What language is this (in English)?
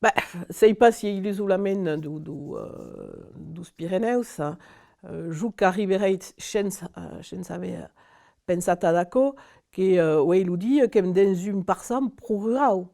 Occitan